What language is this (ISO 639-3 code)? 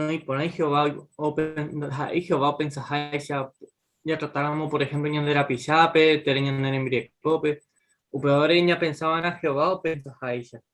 grn